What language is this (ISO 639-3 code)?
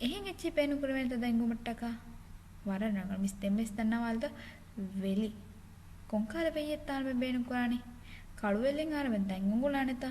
div